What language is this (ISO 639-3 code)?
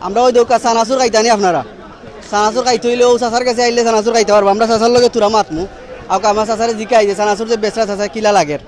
syl